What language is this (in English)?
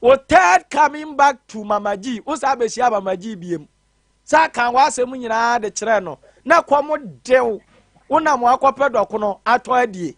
Akan